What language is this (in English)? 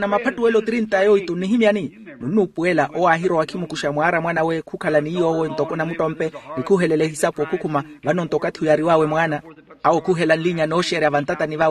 Makhuwa